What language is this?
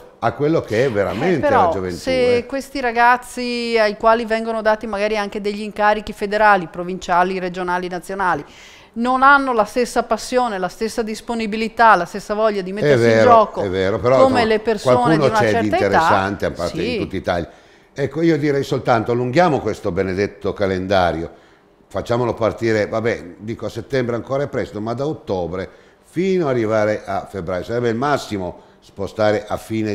Italian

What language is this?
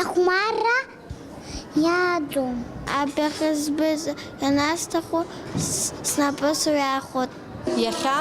Abkhazian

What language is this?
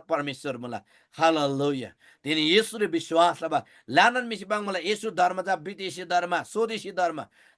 Eastern Tamang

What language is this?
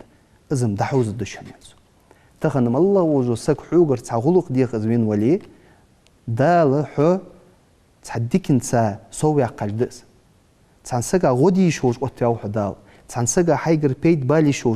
Ingush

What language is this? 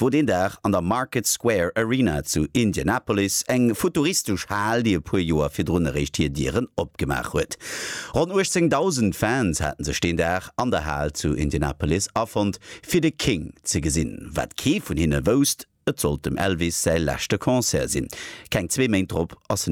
Luxembourgish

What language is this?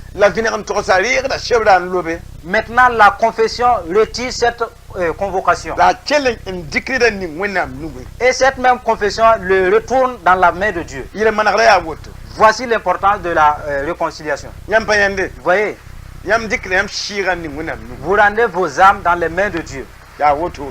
Mossi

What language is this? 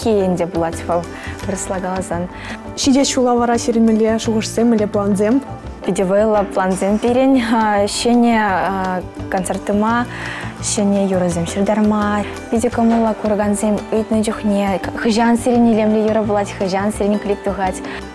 Chuvash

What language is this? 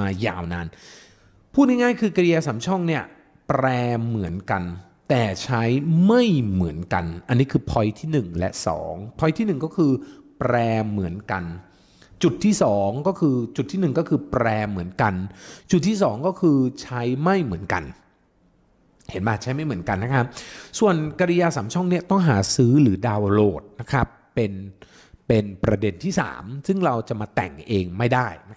Thai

